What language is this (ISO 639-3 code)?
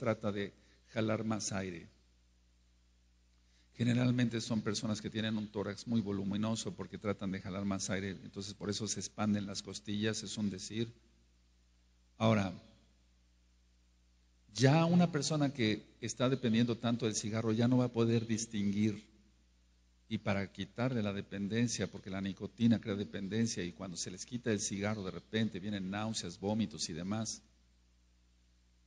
spa